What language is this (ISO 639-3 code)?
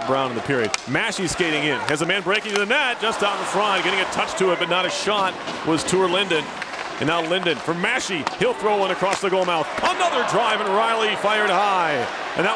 eng